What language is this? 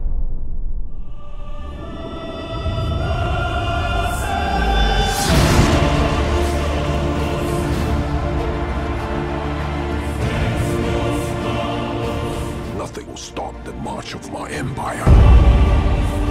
English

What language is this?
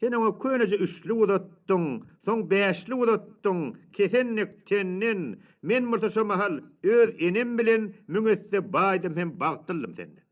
Turkmen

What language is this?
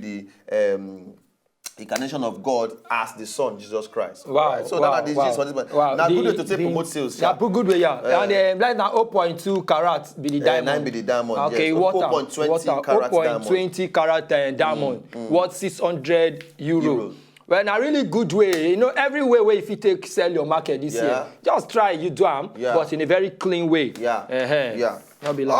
Nigerian Pidgin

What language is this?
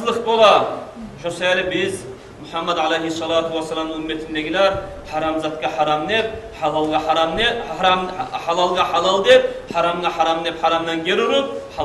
Kumyk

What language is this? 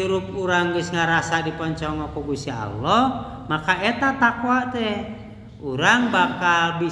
Sundanese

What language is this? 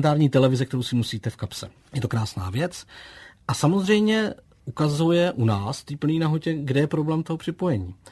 Czech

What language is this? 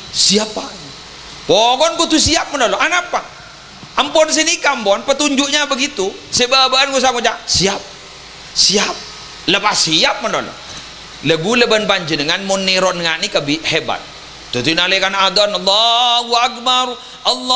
Madurese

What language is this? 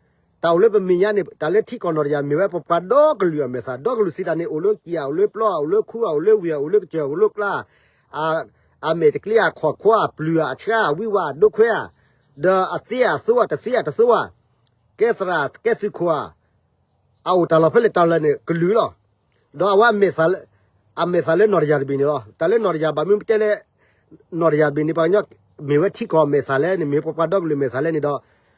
S'gaw Karen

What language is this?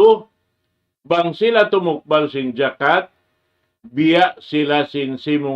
Tausug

